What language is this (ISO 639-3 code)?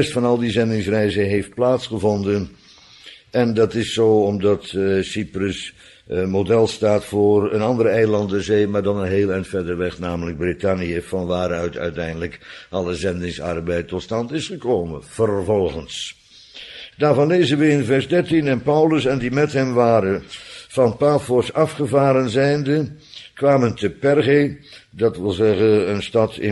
nld